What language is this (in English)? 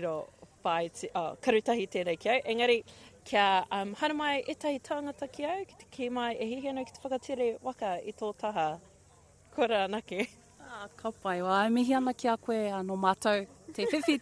Māori